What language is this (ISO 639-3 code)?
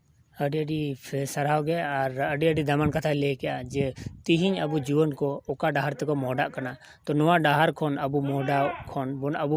sat